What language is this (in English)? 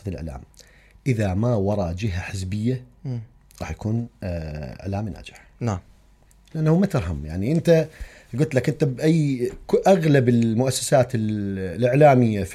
Mesopotamian Arabic